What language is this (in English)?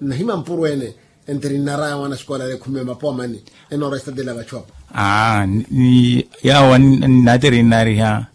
Makhuwa